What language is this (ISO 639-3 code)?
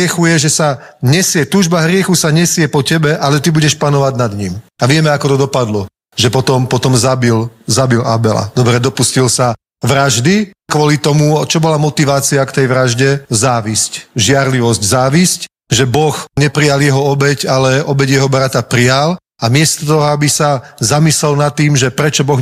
slk